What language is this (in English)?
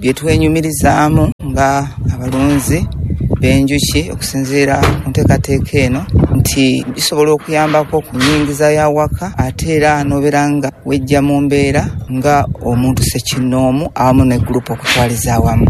Ganda